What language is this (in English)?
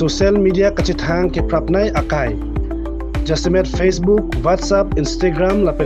Karbi